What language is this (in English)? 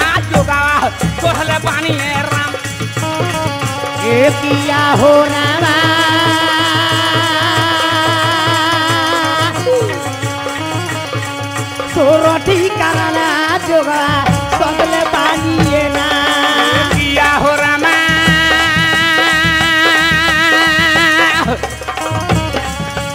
Bhojpuri